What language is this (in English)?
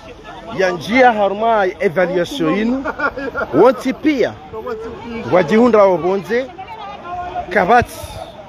Swahili